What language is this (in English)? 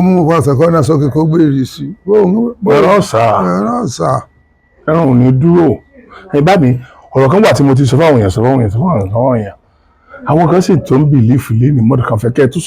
Yoruba